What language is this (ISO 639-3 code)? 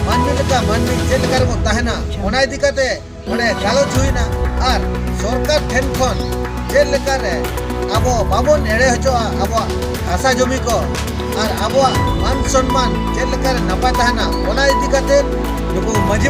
sat